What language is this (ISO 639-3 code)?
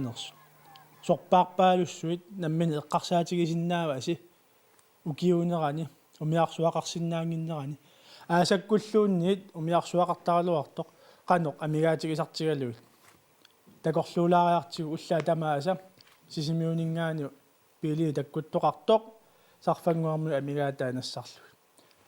kal